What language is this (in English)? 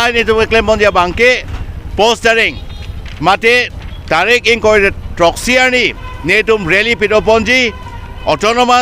Karbi